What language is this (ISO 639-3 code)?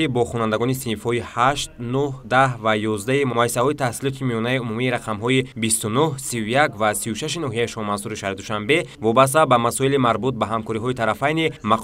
tgk